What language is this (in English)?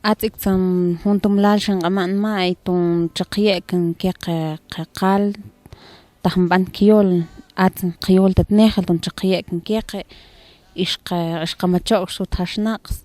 Mam